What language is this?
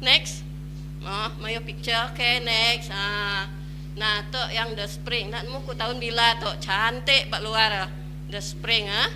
Iban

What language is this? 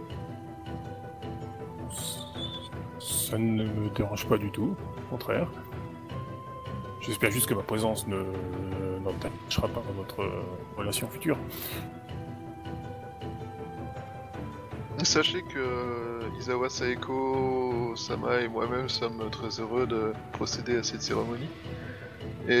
French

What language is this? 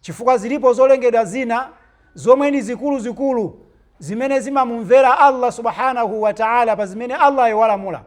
Nyanja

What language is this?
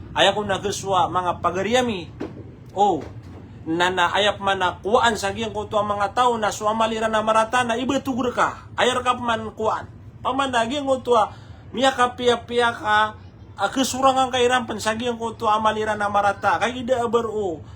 Maranao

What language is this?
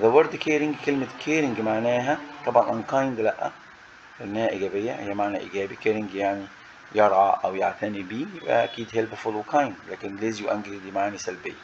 Egyptian Arabic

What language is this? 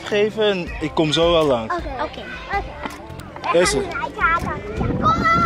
Dutch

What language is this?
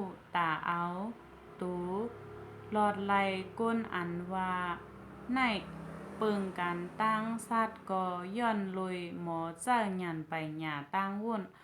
Shan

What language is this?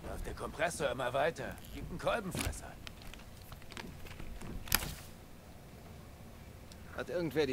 German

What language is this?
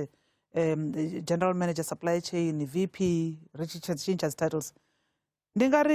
Venda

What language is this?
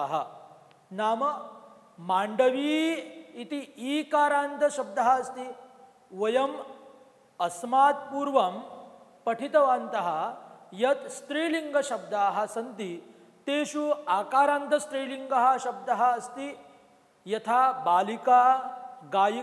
Sanskrit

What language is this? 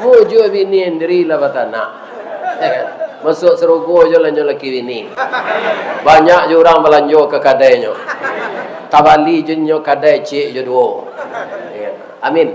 Minangkabau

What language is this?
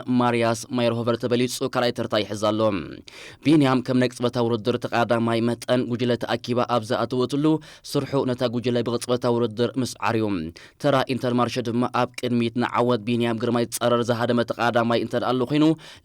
Tigrinya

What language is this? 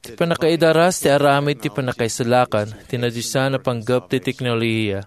Iloko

